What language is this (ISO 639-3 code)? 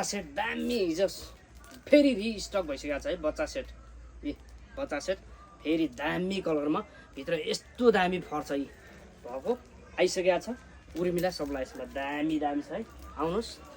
nep